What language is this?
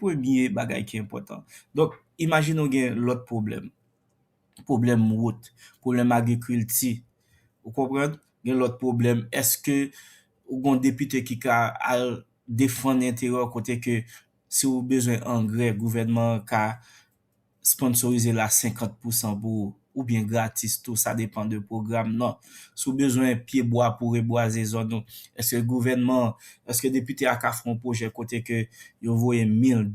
Haitian Creole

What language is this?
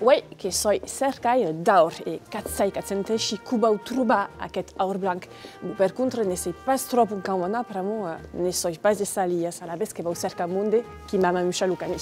Occitan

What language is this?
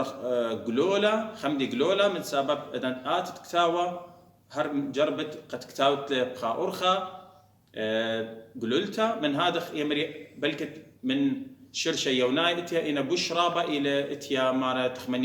Assyrian Neo-Aramaic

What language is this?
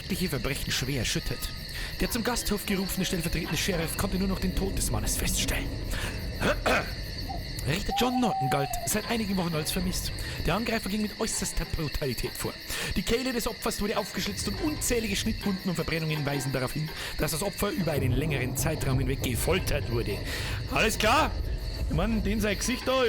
Bavarian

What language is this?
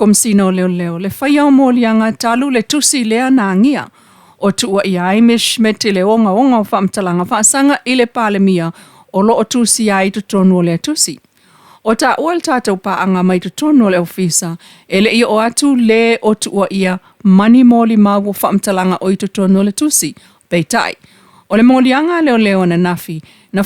Samoan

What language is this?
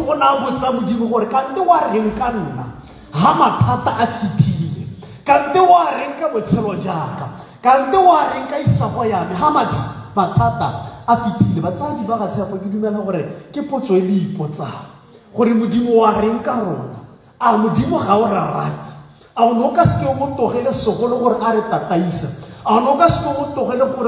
Tswana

